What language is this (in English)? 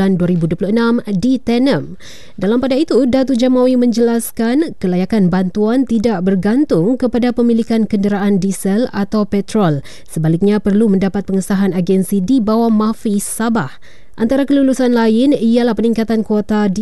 Malay